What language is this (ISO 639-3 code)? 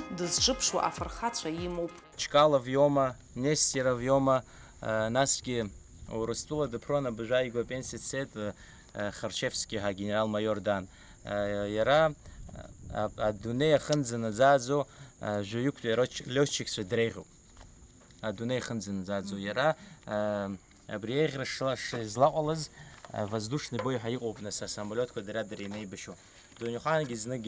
abk